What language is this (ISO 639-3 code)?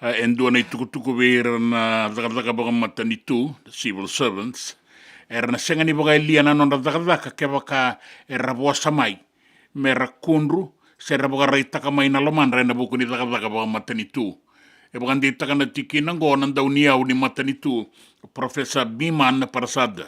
fij